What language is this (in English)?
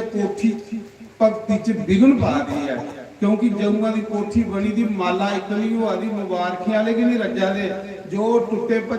Dogri